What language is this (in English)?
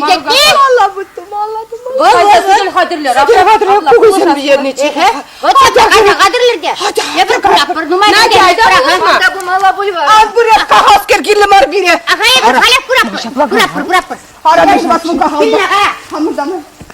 Chuvash